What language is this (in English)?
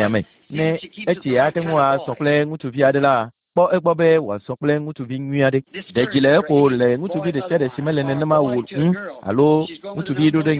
Ewe